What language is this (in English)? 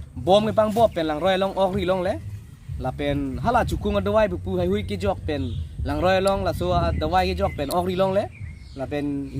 Karbi